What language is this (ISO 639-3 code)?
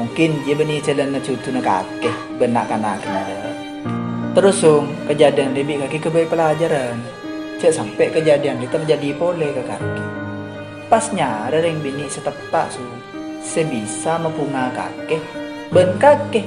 mad